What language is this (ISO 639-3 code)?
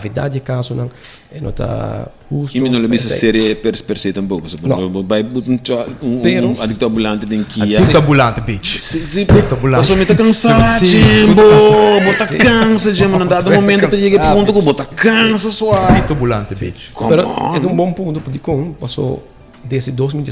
pap